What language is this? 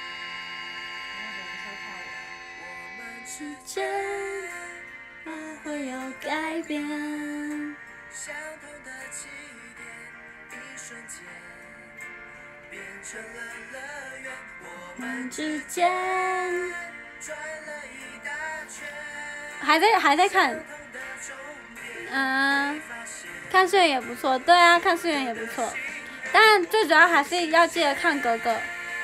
Chinese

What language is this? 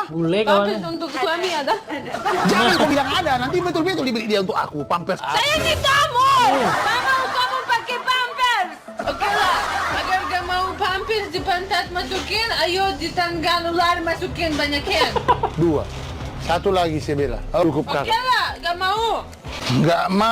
Banjar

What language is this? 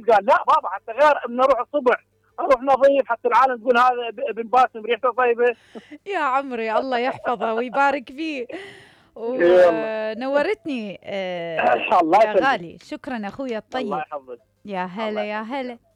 Mesopotamian Arabic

